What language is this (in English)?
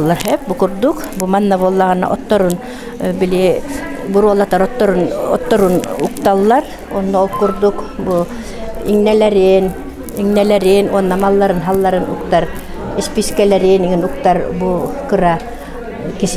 Yakut